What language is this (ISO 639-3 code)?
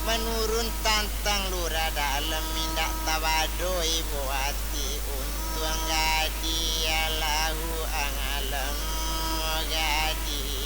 min